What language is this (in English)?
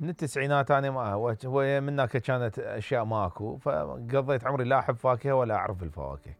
Mesopotamian Arabic